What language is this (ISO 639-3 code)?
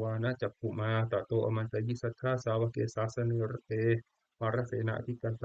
pli